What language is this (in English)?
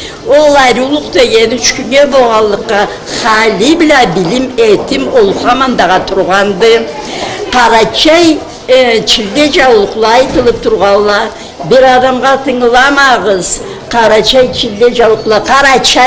Karachay-Balkar